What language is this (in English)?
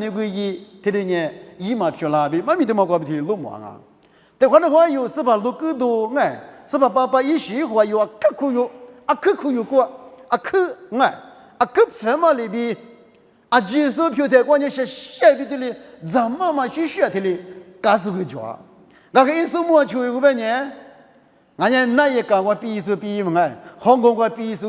Lisu